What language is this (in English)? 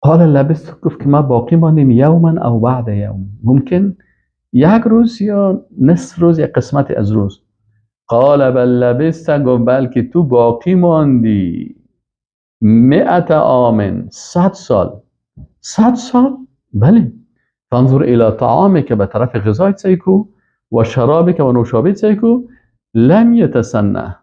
Persian